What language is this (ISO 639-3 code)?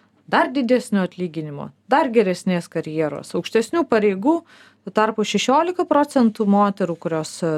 lit